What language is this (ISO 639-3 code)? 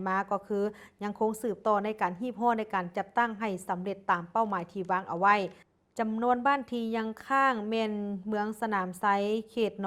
lao